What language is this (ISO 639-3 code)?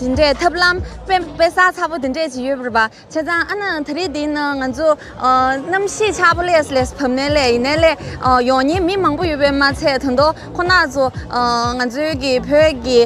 bod